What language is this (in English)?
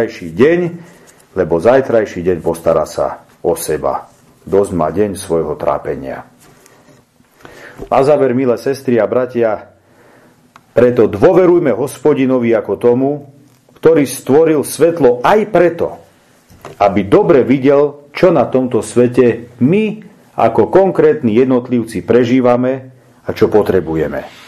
Slovak